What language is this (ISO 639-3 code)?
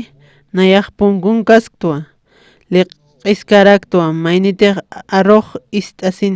aym